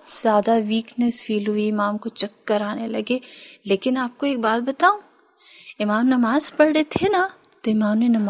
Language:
Urdu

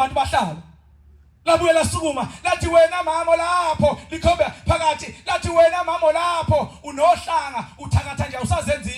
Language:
Zulu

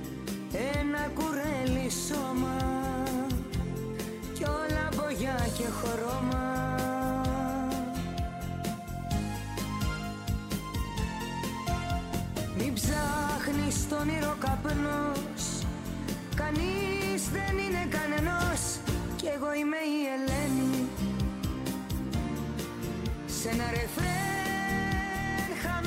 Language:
Greek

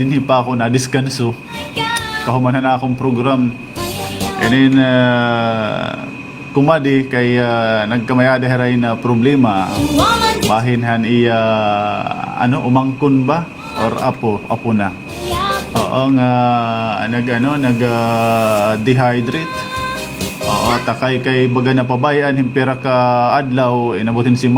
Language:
Waray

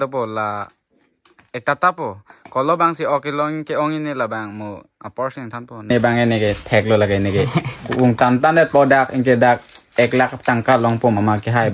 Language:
Karbi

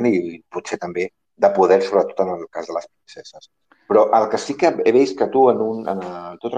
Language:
Catalan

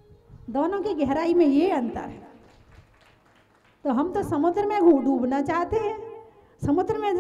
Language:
Hindi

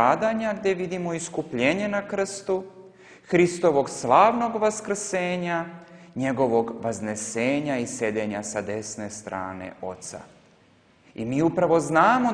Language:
Serbian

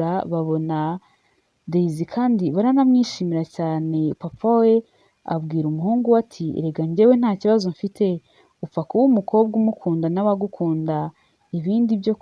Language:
Kinyarwanda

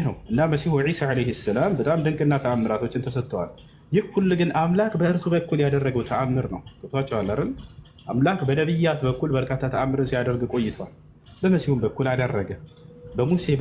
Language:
Amharic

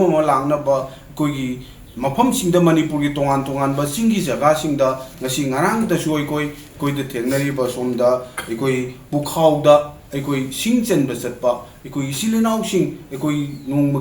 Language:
Manipuri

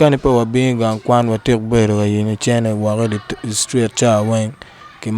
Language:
Acoli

